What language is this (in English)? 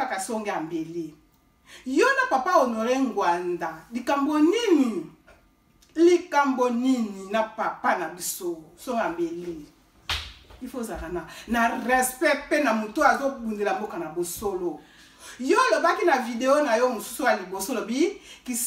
Lingala